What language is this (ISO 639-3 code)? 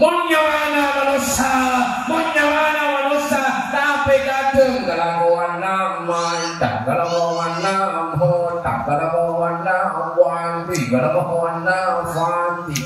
mad